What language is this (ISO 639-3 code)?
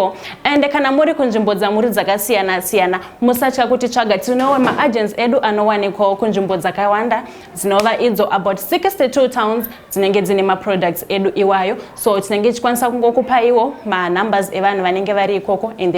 sna